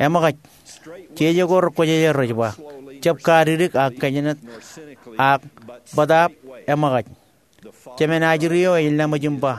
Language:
Marshallese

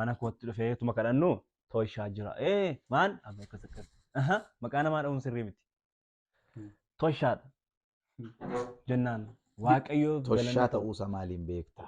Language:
Oromo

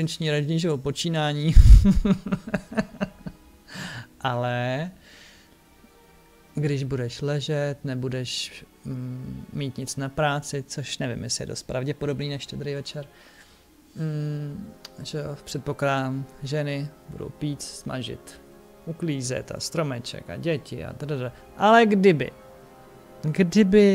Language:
Czech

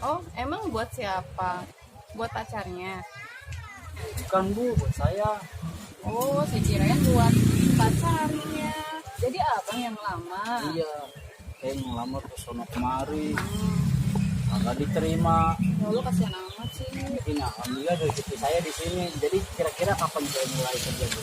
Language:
Betawi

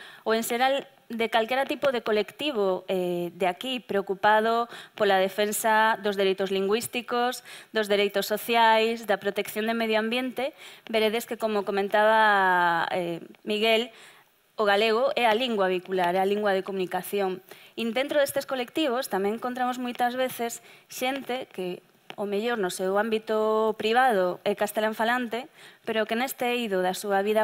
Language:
Galician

